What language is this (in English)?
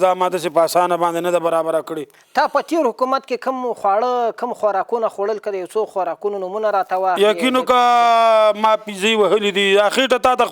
Pashto